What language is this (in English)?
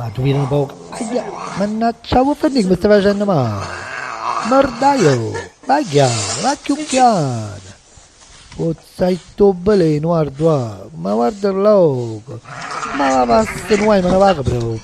Neapolitan